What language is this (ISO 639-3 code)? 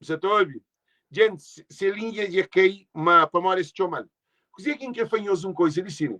kea